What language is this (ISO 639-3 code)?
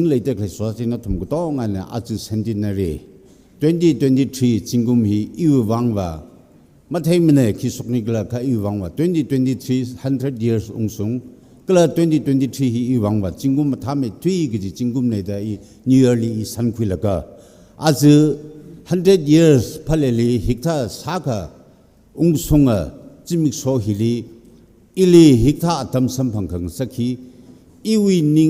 nmf